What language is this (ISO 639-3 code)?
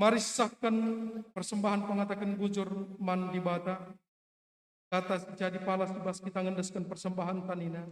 btx